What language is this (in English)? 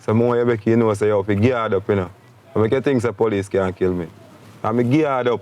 Jamaican Creole English